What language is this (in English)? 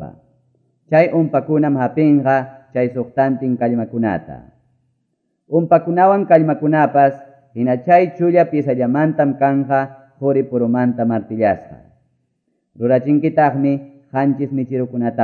Quechua